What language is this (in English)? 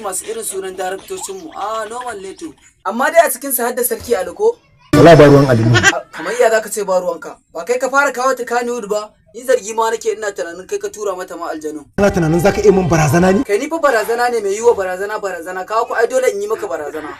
Hausa